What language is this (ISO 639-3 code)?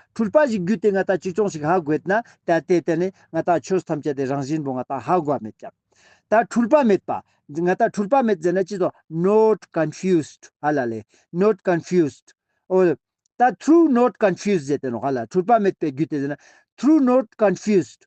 lbj